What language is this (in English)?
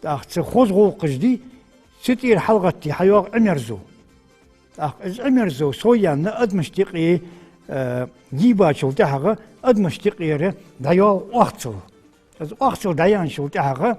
Ingush